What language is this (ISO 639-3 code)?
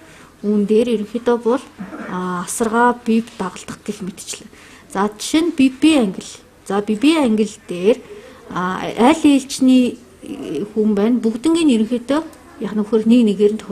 mon